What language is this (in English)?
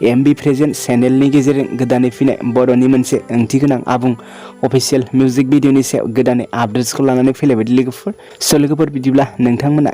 Bodo